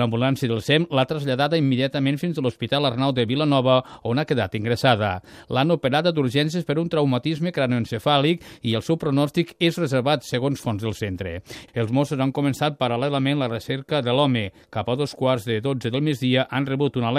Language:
Catalan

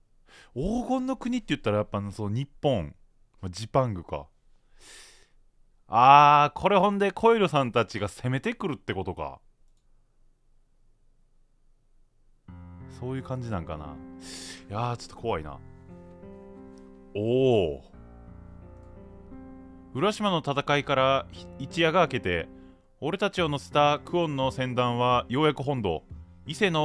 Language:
Japanese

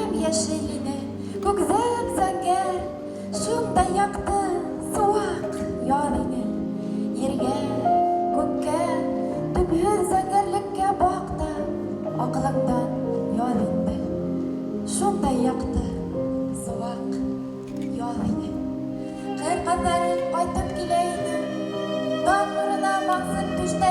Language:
Bashkir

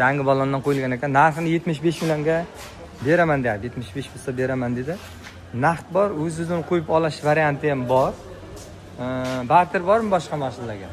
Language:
Uzbek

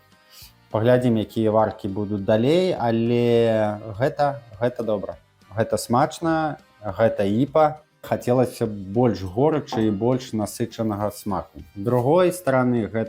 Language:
Belarusian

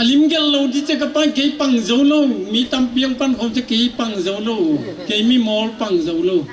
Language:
Paite Chin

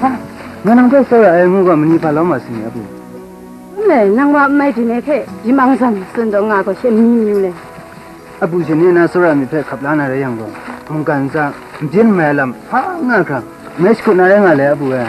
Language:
Kachin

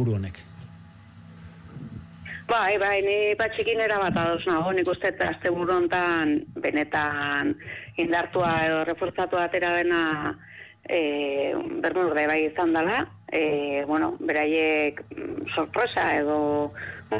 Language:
Basque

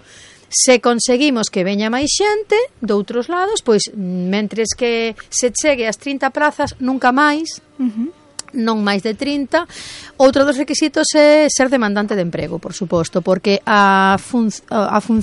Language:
Galician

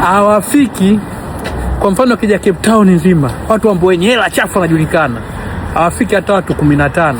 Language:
Swahili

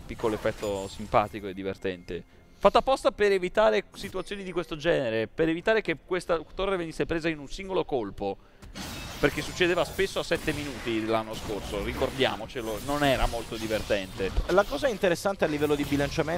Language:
Italian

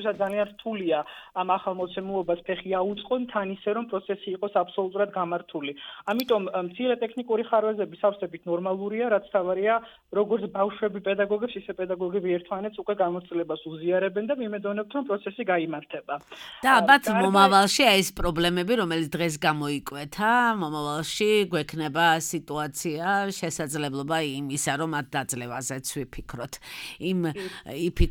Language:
Georgian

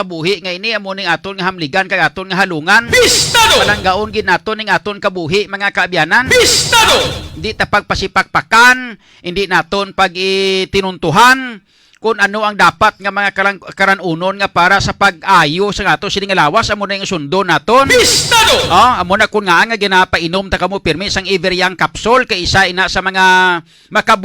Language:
Hiligaynon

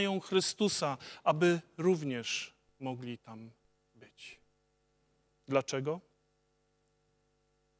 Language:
Polish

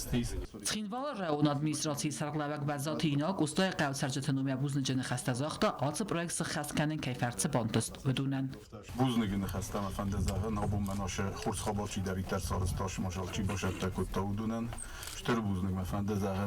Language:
Ossetic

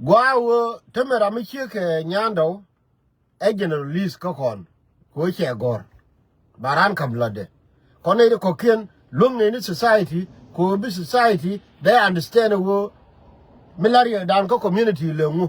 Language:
Nuer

